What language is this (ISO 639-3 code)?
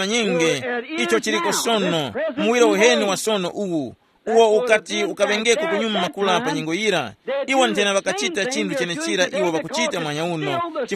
tum